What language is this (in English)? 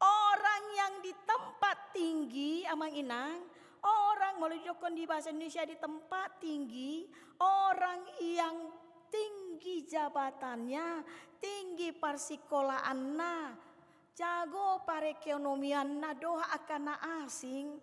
Batak Toba